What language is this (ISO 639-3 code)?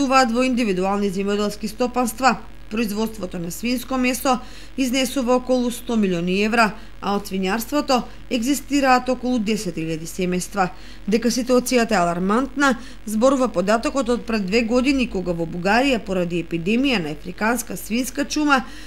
mkd